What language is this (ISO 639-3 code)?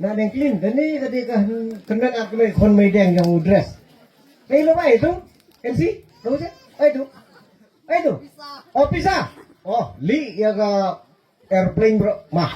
kha